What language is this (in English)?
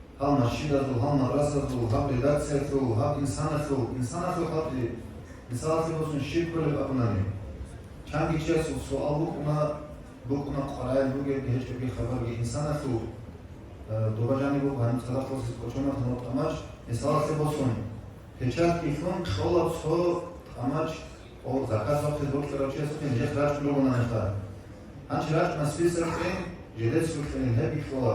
Avaric